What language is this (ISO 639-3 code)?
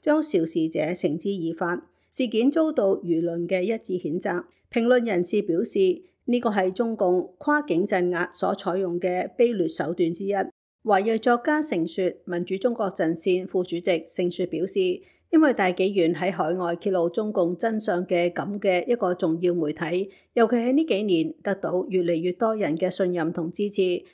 yue